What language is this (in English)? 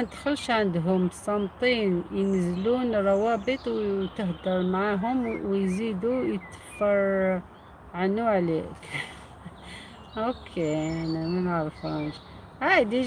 Algerian Arabic